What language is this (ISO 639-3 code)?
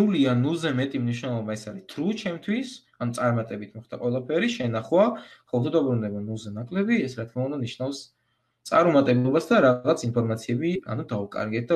kat